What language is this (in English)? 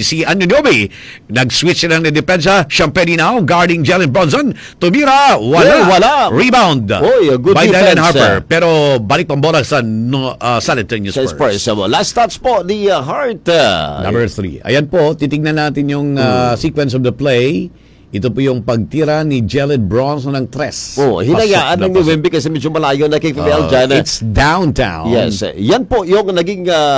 Filipino